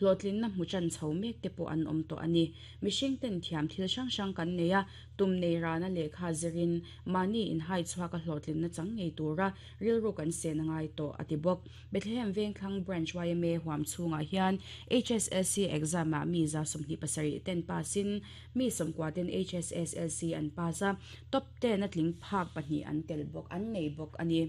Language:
Mizo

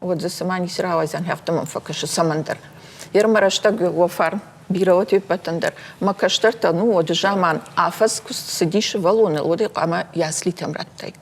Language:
Ossetic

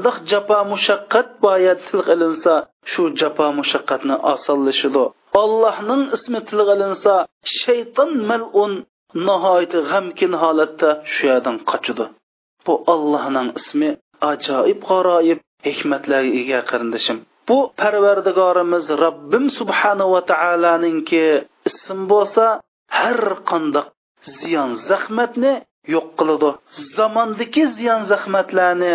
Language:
Uyghur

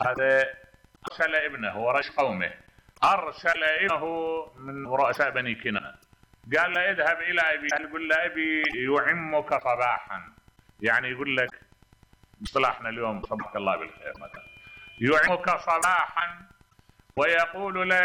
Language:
Mesopotamian Arabic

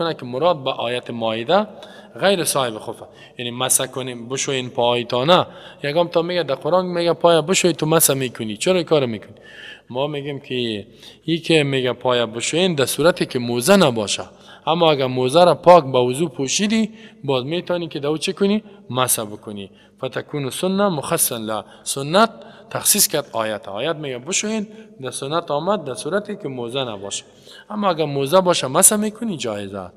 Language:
Persian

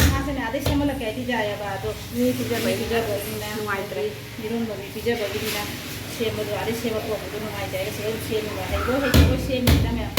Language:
Manipuri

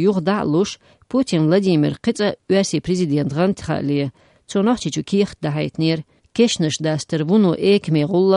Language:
Chechen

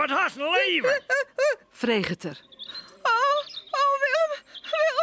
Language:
Western Frisian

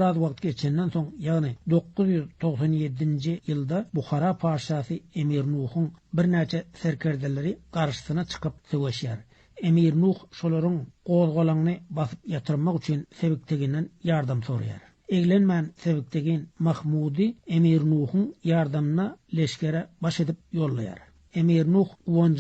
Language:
Turkmen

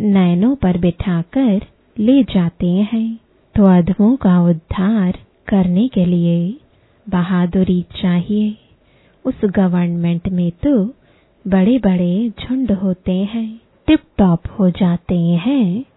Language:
Hindi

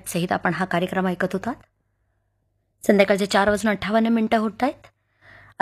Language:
Marathi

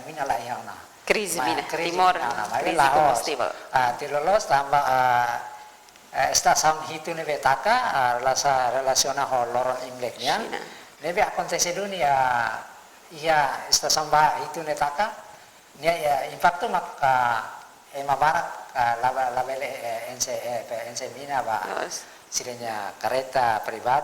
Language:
Tetum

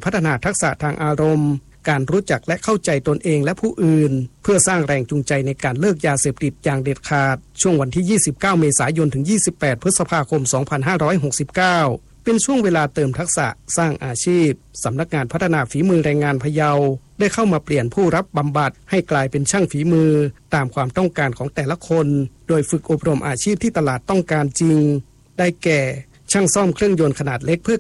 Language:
Thai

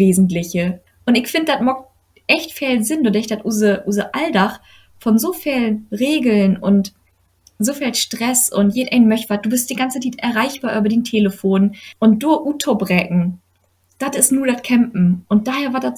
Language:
Low German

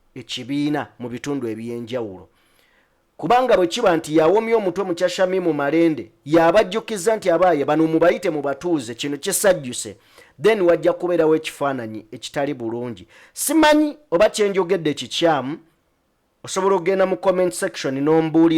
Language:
Ganda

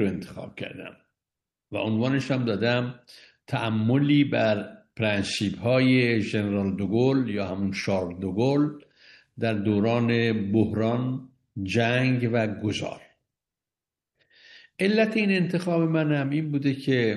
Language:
Persian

